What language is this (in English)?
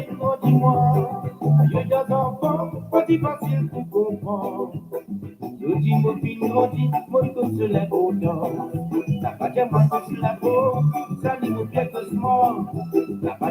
Morisyen